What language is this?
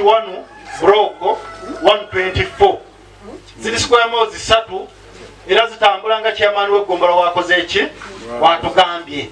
Ganda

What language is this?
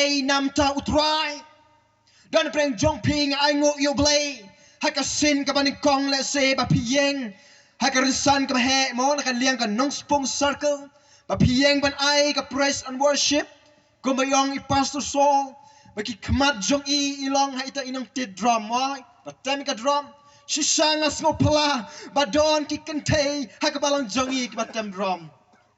Khasi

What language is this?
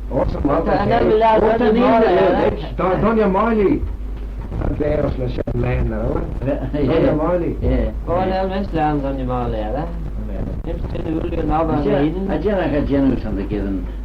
Manx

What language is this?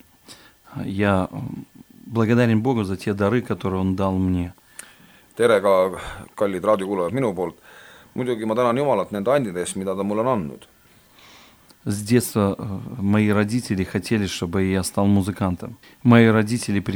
Estonian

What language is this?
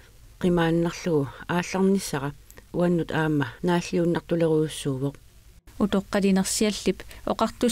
Kalaallisut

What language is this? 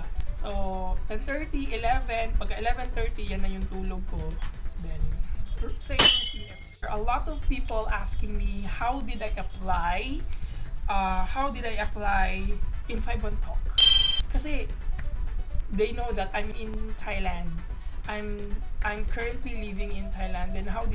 Filipino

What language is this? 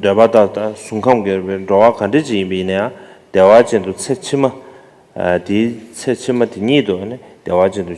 Tibetan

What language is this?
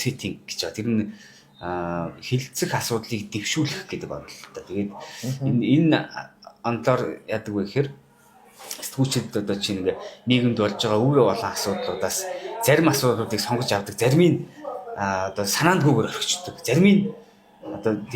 Mongolian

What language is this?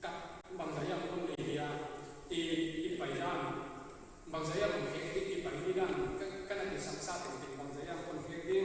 Paite Chin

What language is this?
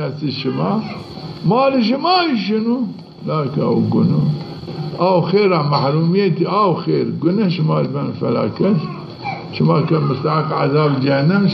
Zaza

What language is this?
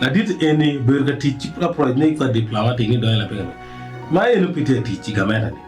Acoli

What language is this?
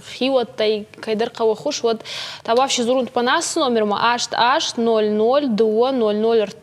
Ossetic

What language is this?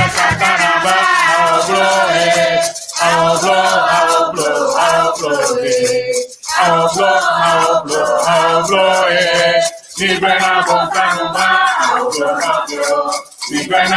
Ewe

